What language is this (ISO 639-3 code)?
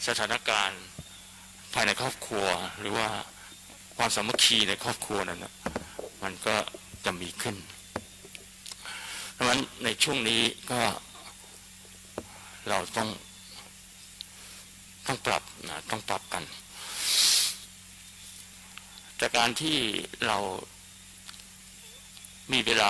tha